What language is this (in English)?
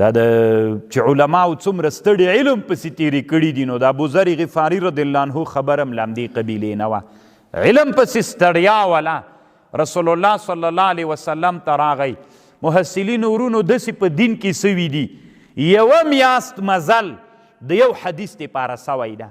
Pashto